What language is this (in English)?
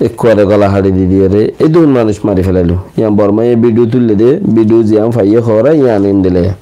Rohingya